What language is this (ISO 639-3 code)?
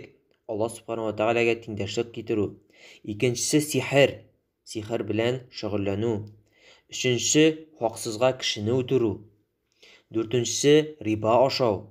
tat